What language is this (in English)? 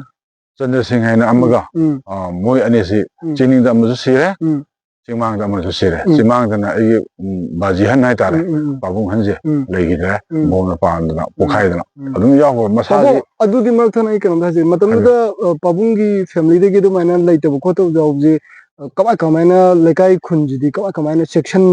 Manipuri